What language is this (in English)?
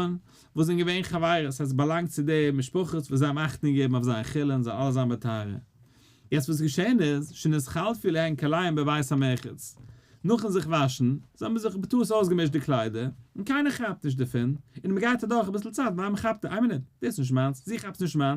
Yiddish